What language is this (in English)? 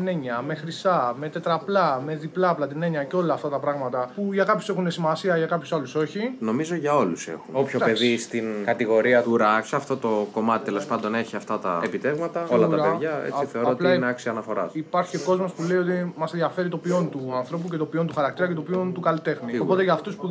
Greek